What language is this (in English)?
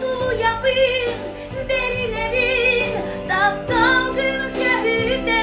Yakut